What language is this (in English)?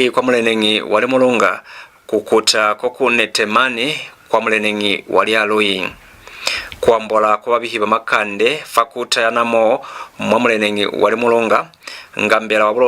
Lozi